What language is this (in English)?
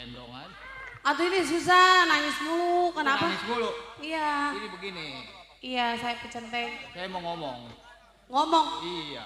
Betawi